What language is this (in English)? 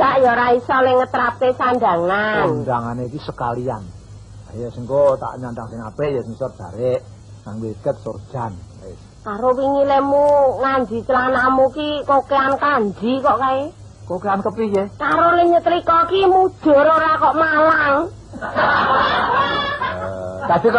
Javanese